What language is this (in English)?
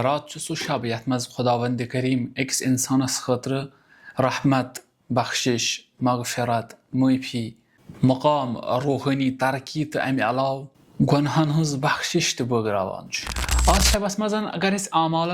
Kashmiri